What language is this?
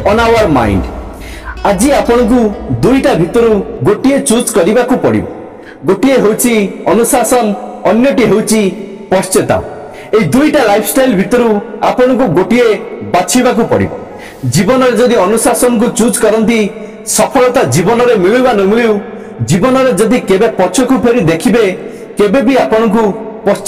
Odia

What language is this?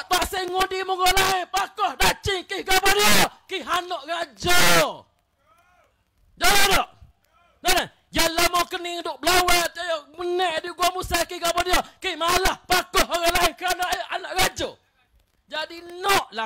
Malay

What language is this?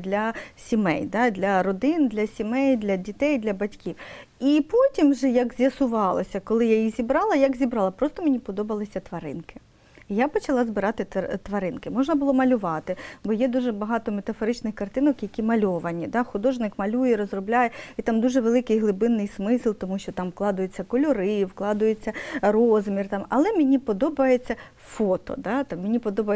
Ukrainian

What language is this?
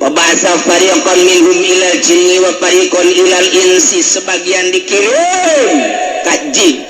Sundanese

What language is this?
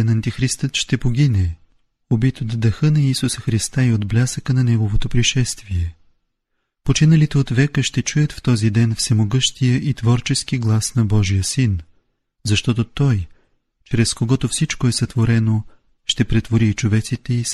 Bulgarian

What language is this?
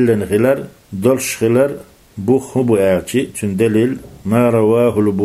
Chechen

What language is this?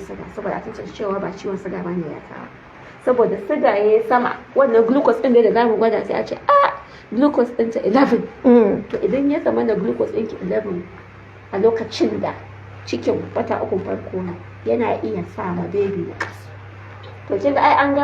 Hausa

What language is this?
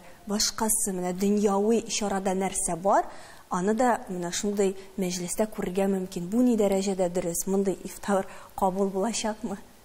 Tatar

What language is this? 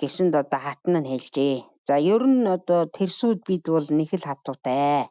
Mongolian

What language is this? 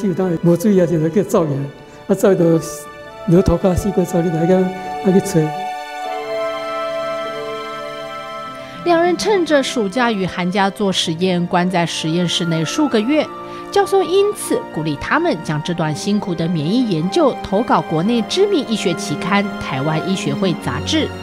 Chinese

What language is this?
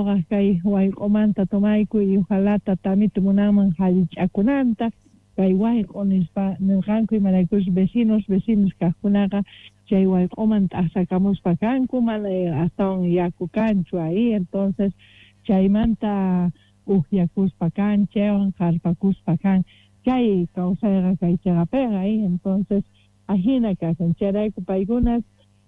Quechua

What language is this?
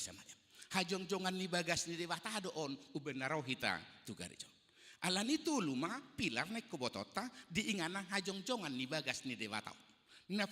Batak Toba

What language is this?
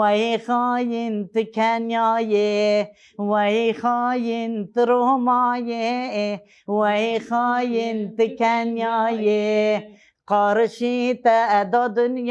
Kurdish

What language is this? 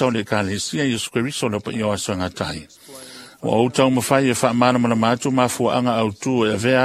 Samoan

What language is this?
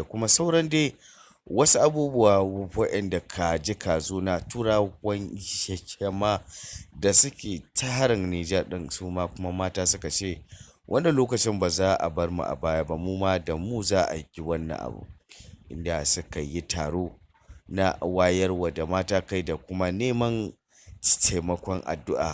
Hausa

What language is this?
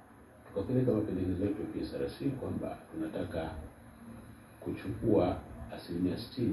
Swahili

